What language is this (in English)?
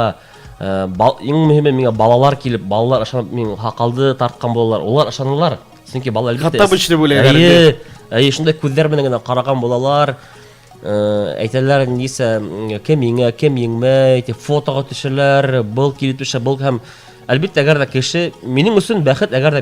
Bashkir